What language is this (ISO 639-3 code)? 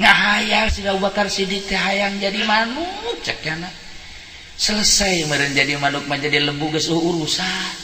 sun